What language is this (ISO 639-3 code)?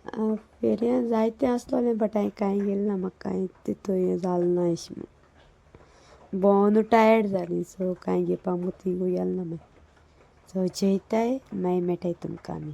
kok